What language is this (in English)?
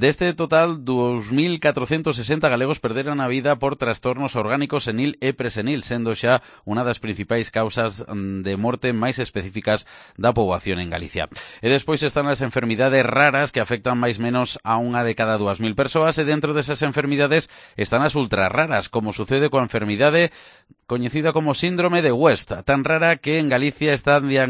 Galician